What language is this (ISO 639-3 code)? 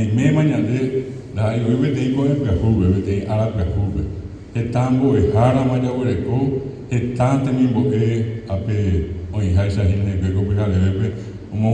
grn